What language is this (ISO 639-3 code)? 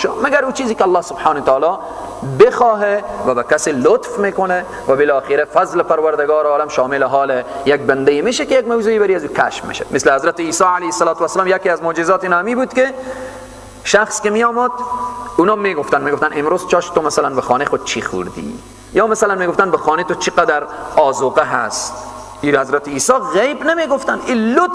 fas